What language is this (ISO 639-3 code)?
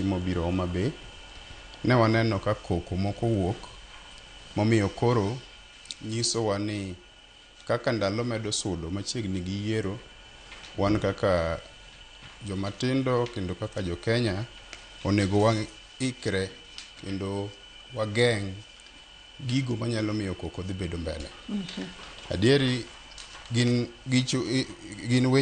luo